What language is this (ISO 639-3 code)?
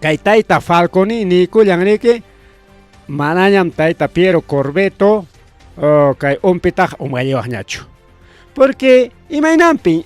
quy